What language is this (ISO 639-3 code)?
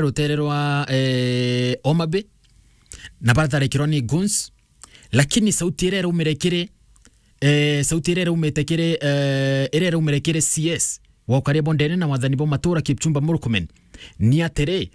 mer